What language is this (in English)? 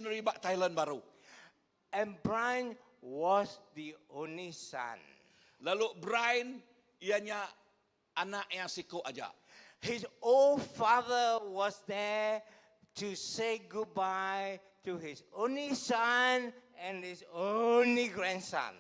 Iban